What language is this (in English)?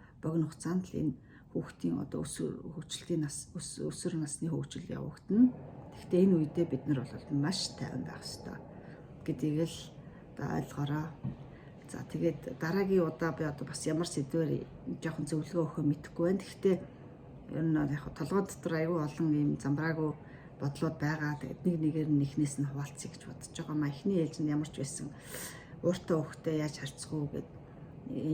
Mongolian